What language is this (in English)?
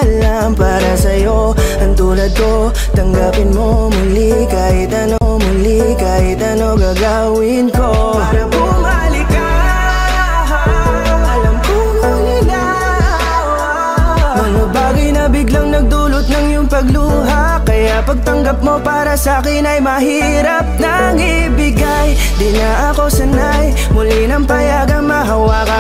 Filipino